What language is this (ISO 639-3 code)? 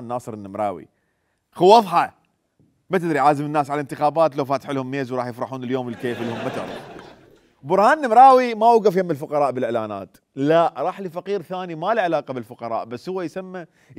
acm